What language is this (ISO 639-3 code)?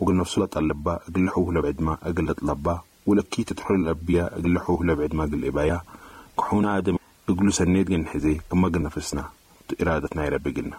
apd